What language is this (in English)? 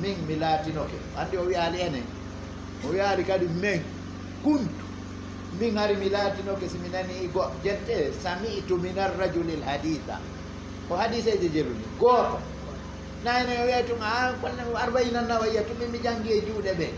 Fula